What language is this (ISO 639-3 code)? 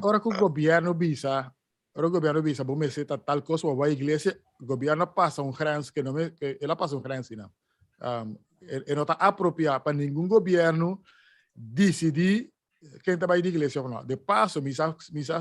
pap